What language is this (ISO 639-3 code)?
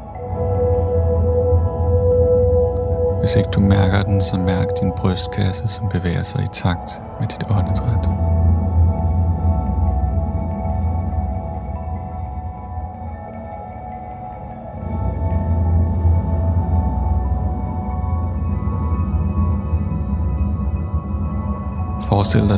dan